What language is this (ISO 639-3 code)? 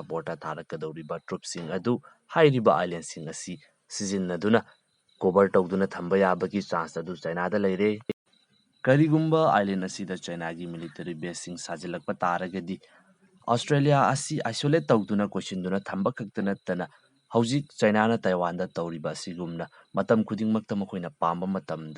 mni